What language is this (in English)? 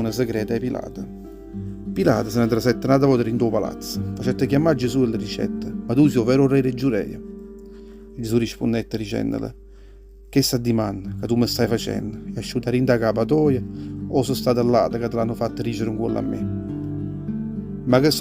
Neapolitan